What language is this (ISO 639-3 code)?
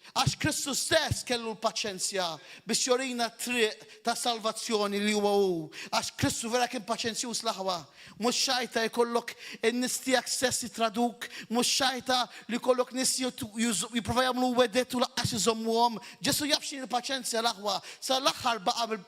mlt